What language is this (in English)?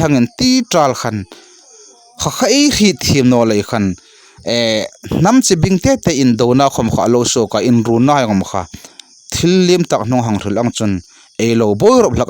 Hmar